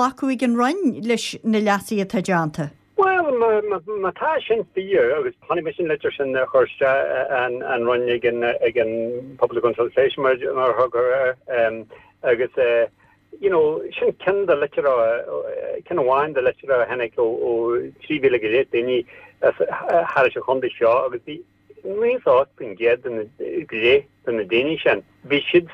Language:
Irish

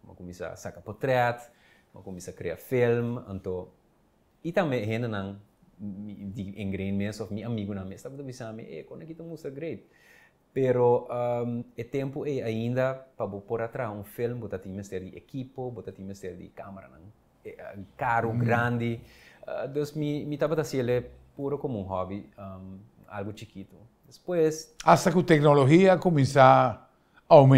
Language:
Papiamento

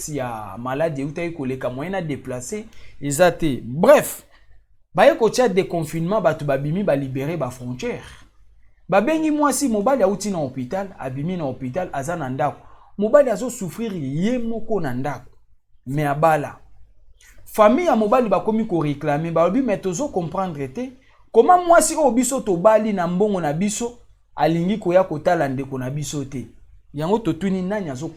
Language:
Lingala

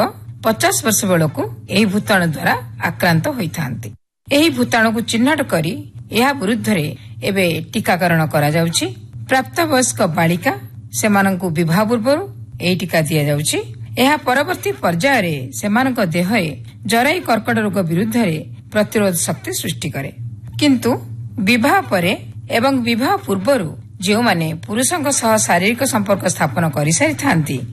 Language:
Odia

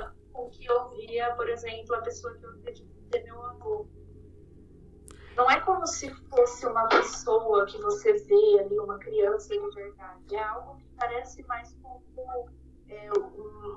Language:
Portuguese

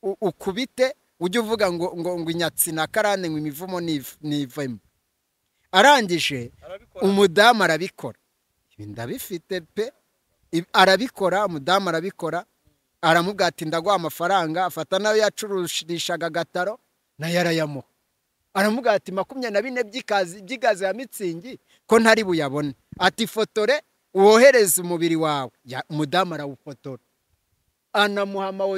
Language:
Kinyarwanda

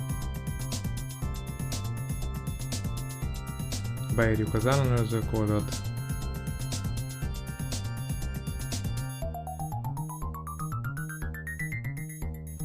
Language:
Hungarian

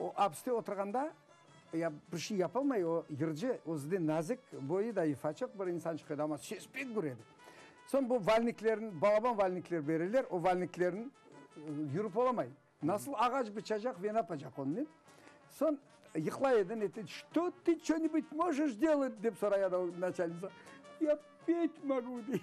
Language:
Crimean Tatar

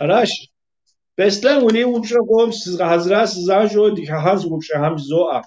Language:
Kabardian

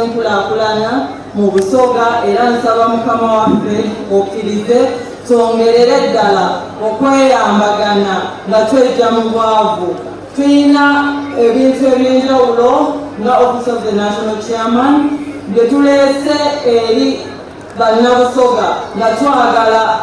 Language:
Soga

